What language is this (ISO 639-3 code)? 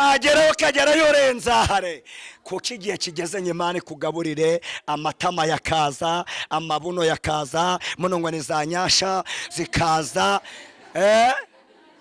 kin